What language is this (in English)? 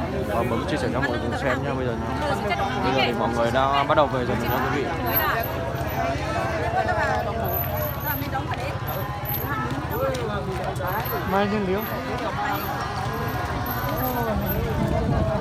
Vietnamese